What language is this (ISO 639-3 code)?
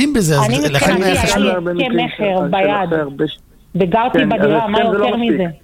heb